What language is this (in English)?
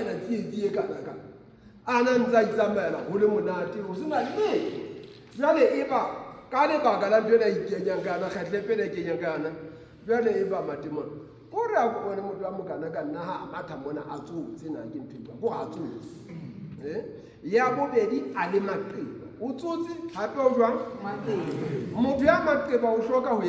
Southern Sotho